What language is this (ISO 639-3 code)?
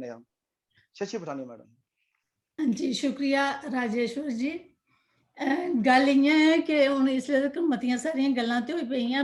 doi